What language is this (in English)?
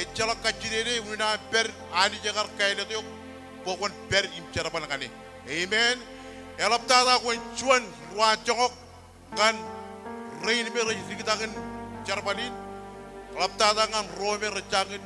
Marshallese